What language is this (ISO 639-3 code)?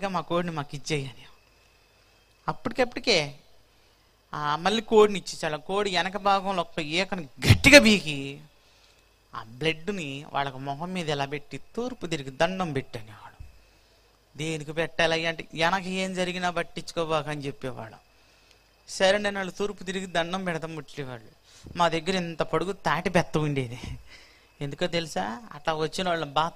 tel